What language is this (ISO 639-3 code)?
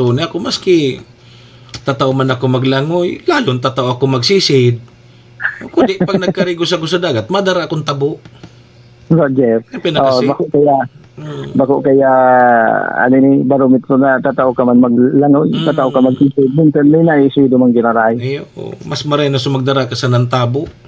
bik